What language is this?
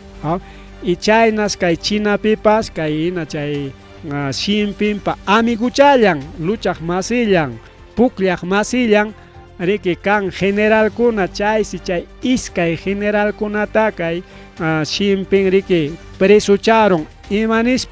Ayacucho Quechua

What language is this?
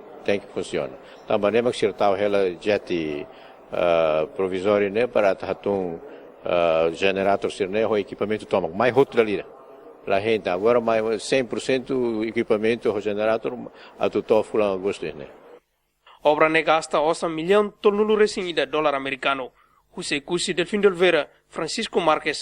Tetum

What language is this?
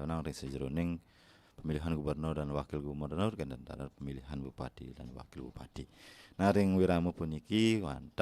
Balinese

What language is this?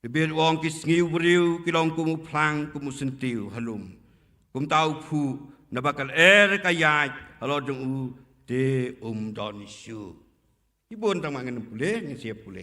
Khasi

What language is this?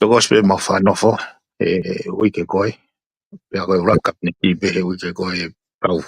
Tongan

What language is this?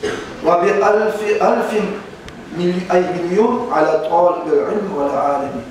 Kumyk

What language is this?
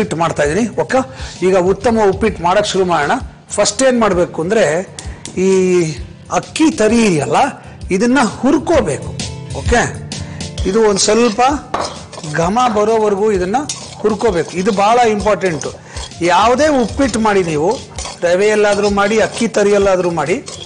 Kannada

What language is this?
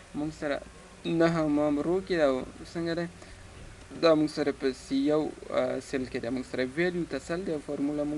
Pashto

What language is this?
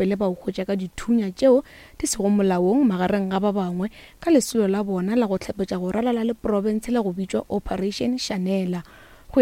Northern Sotho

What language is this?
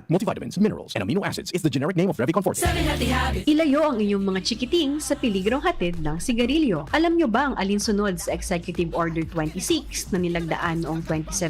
Bikol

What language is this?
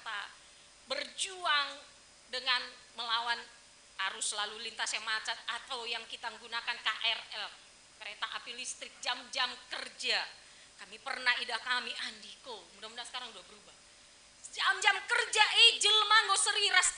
Batak Karo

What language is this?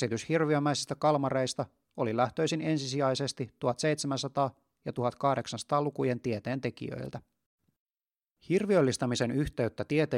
Finnish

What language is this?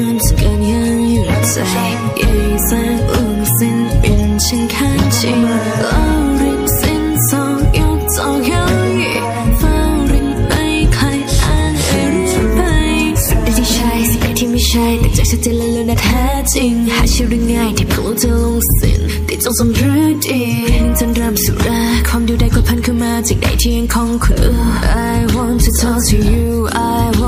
Thai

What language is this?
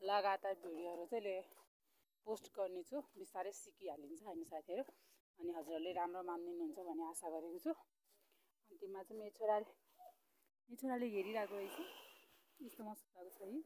Nepali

